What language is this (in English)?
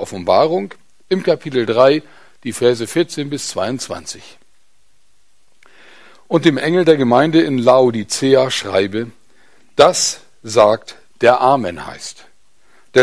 German